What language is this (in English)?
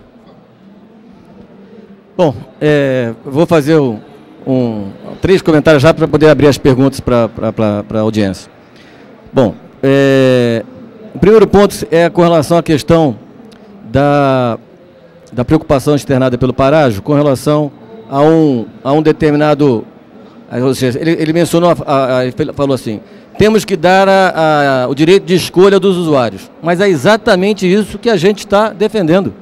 Portuguese